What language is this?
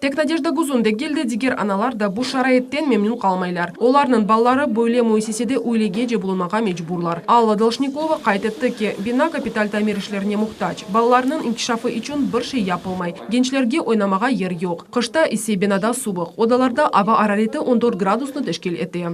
Crimean Tatar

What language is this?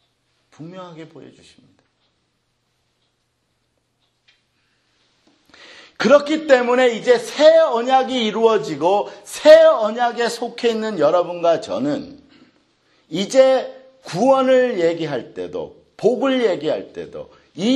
Korean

